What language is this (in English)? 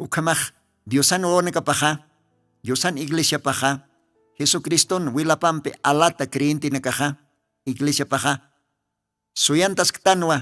Aymara